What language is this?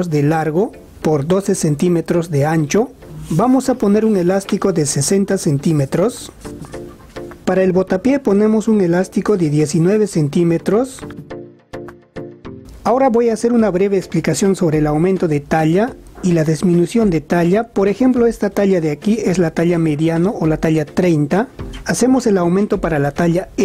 Spanish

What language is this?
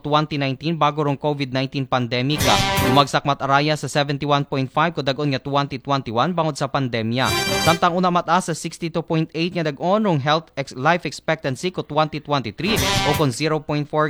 Aklanon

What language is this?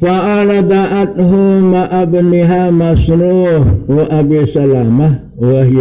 Sasak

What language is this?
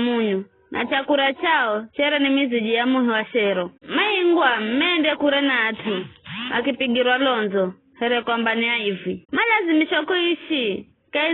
Giryama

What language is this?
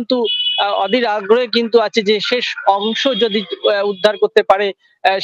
Bangla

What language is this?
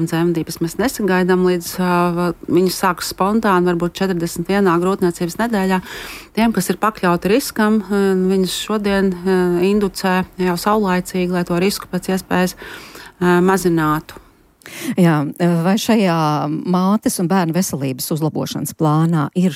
Latvian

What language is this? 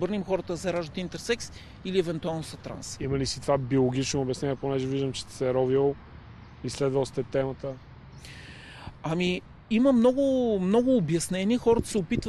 Bulgarian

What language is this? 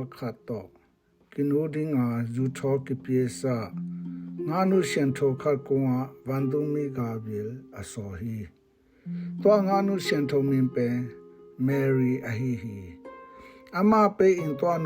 Tedim Chin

